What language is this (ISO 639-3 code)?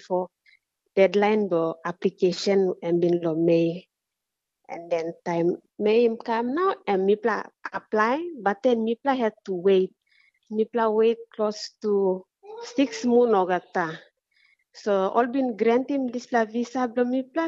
tpi